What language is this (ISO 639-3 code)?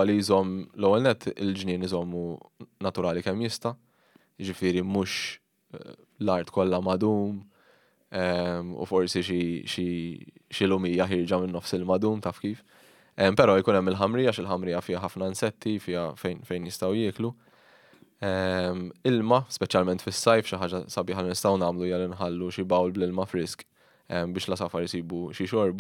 mlt